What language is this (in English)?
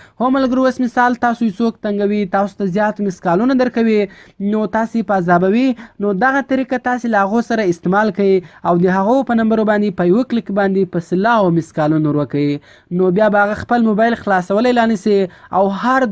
Pashto